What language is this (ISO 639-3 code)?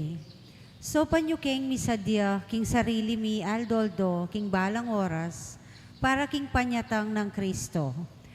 pam